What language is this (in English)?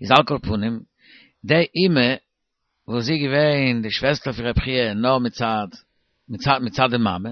Yiddish